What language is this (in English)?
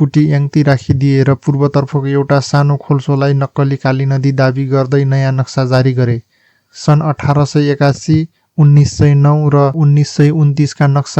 Nepali